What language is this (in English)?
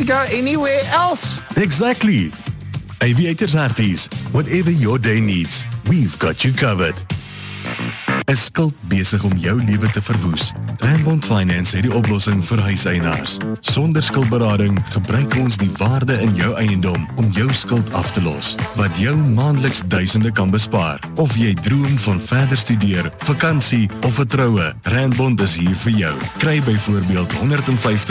Afrikaans